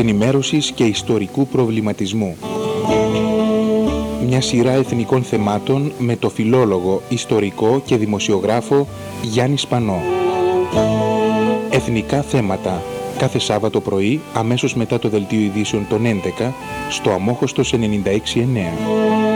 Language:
Greek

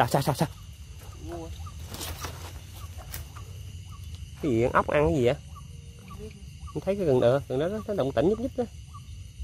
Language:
Vietnamese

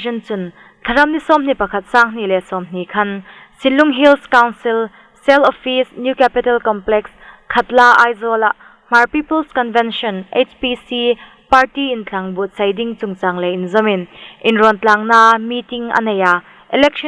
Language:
Hmar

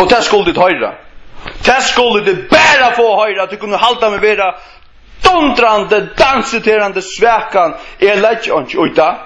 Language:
Faroese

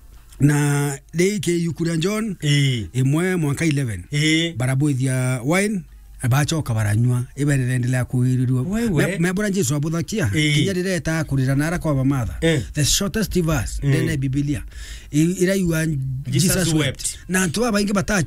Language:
Meru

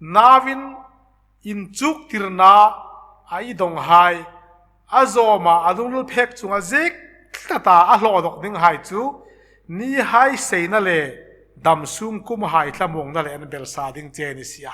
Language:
Hmar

